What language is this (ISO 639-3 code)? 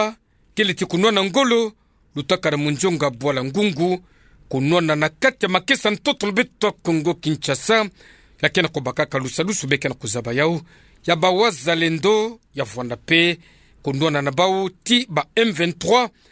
ktu